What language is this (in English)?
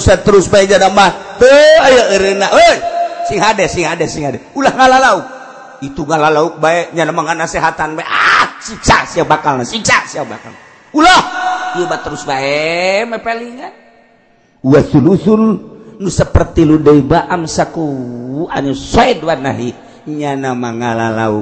Sundanese